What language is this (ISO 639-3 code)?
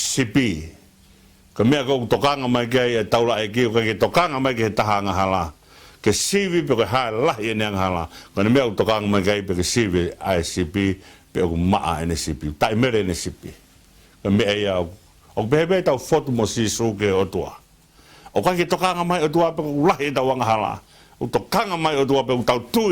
ton